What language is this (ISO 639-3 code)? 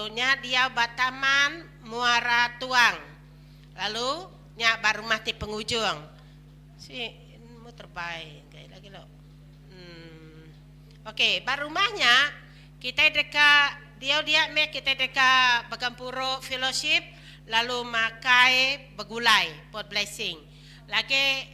iba